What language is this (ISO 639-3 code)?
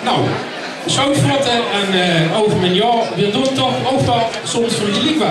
lim